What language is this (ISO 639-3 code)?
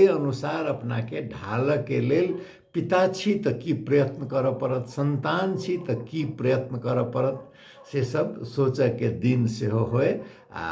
mai